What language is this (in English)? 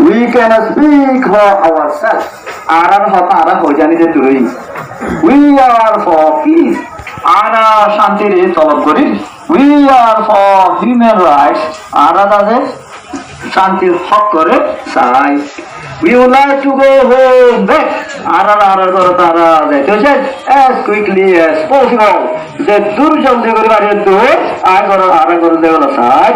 Rohingya